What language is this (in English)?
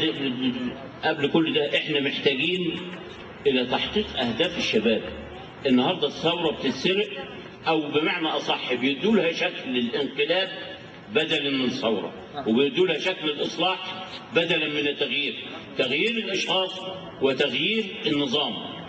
Egyptian Arabic